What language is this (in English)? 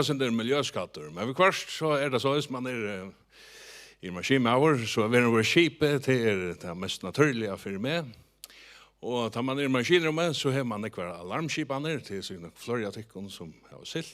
Faroese